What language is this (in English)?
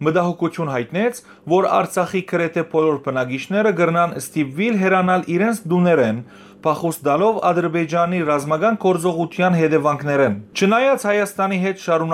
Western Armenian